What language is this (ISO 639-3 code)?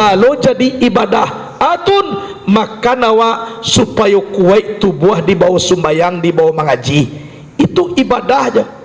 min